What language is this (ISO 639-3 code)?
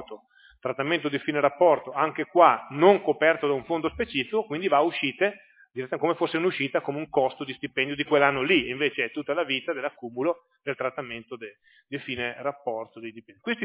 ita